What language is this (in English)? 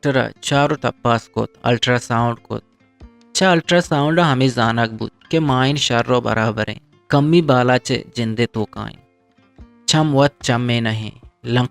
Eastern Balochi